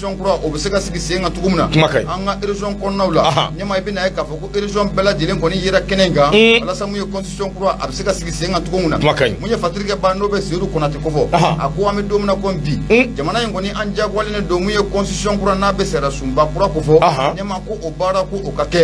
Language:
Bambara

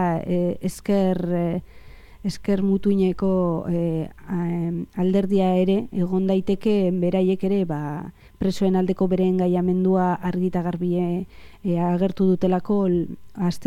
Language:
Basque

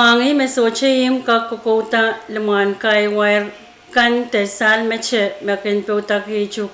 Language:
Pohnpeian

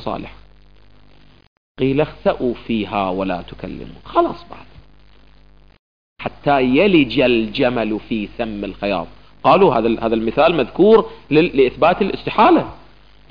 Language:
Arabic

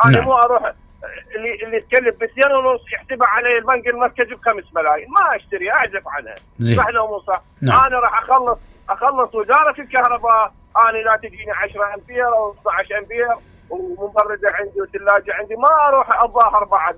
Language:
Mesopotamian Arabic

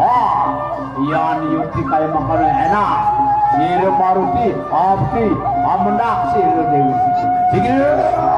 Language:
Balinese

